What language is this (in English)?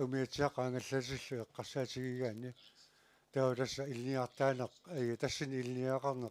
Kalaallisut